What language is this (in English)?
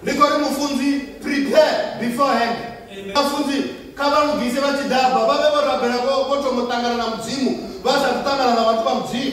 Venda